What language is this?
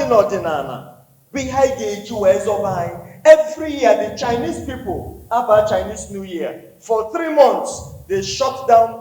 Igbo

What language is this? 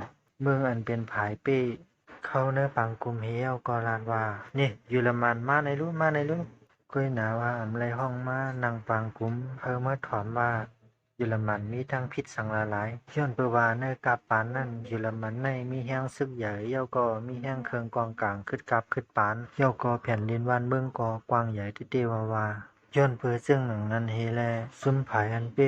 Shan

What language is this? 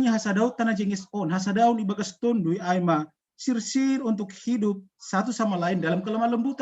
Batak Simalungun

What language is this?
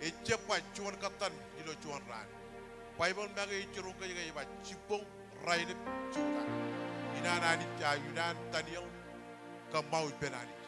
Marshallese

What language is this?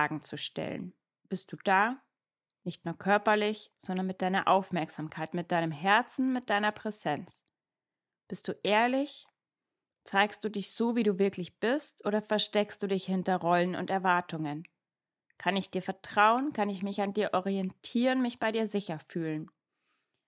German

